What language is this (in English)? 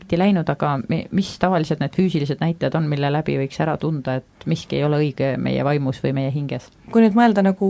Estonian